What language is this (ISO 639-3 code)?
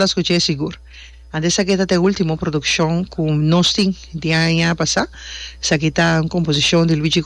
pap